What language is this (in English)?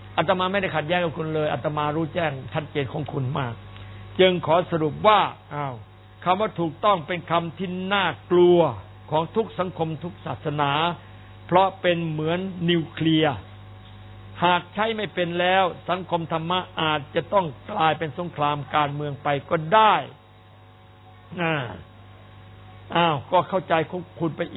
Thai